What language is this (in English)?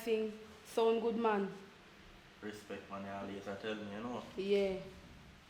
Jamaican Creole English